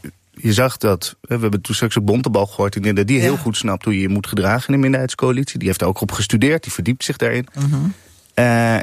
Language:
Dutch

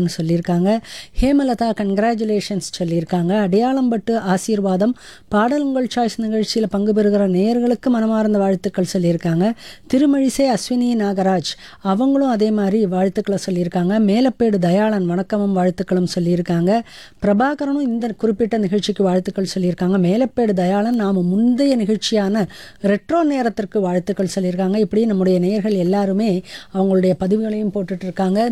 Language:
Tamil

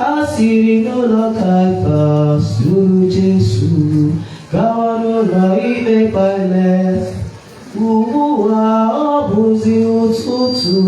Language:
Igbo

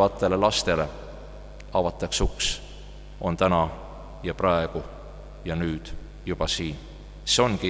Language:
Estonian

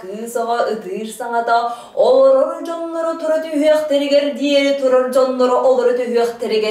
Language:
Yakut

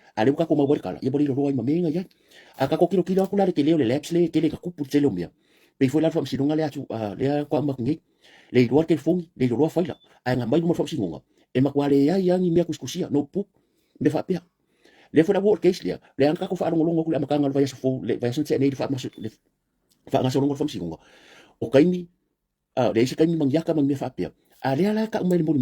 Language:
Samoan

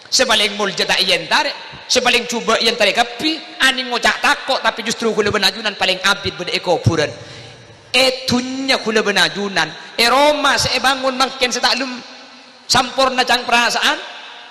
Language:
Madurese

